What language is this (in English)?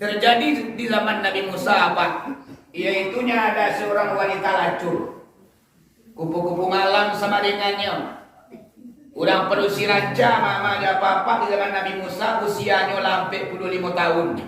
Minangkabau